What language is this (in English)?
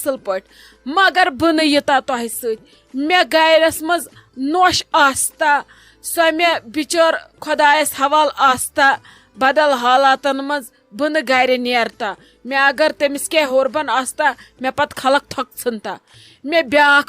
Kashmiri